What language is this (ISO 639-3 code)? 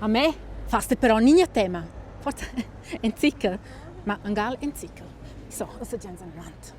roh